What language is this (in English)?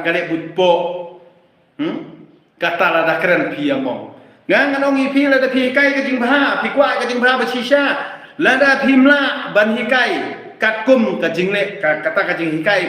Khasi